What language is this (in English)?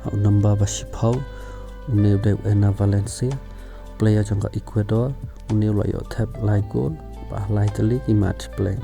Khasi